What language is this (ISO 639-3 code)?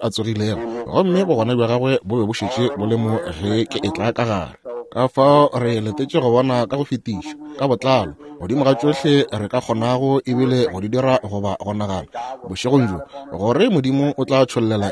nso